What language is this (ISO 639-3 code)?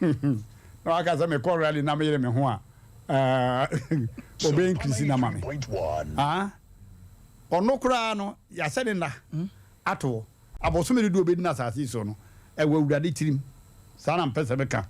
aka